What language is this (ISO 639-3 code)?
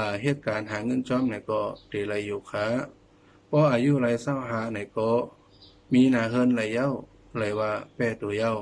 shn